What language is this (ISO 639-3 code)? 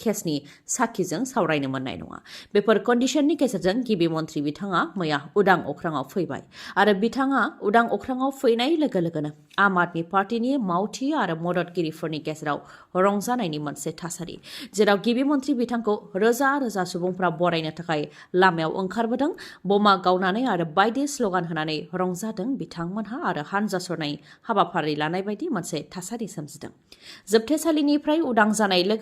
brx